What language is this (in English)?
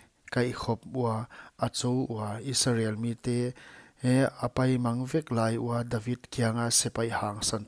Paite Chin